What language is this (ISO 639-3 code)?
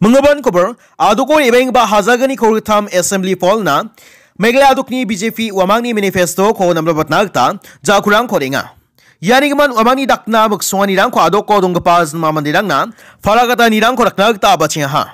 grt